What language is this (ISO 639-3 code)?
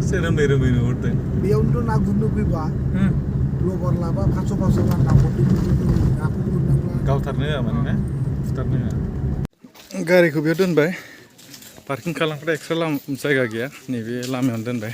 brx